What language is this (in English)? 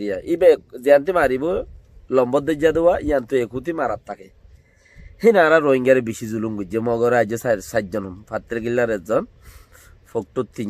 Rohingya